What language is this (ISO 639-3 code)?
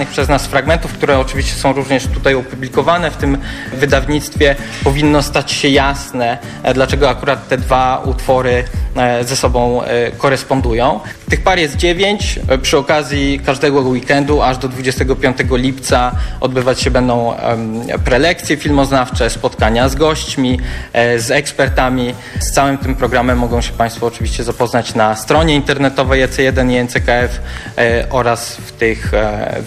pol